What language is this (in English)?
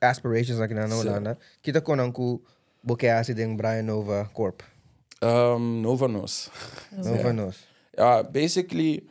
Papiamento